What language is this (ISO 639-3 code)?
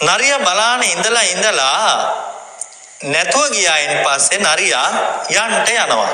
sin